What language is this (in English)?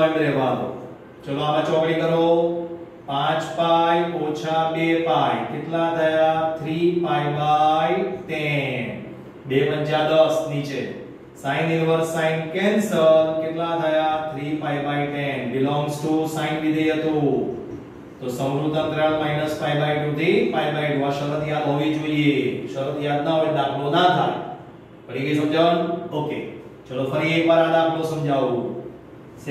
Gujarati